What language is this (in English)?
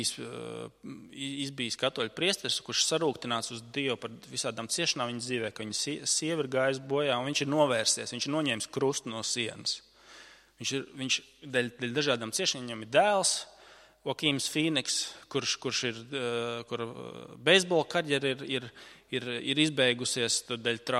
Latvian